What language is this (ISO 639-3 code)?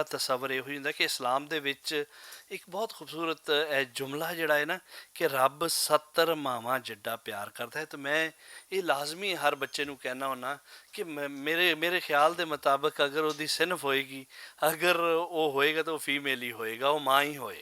lah